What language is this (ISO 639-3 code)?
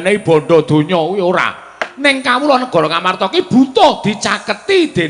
jav